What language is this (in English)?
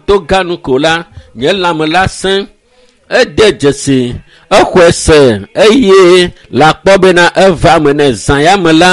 Ewe